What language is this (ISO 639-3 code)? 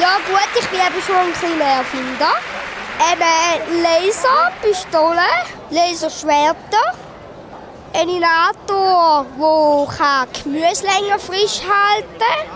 gsw